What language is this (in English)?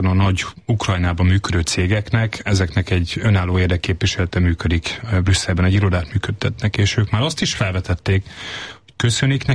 Hungarian